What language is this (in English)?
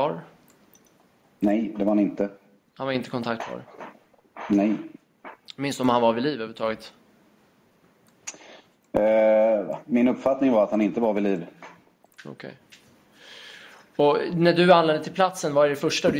Swedish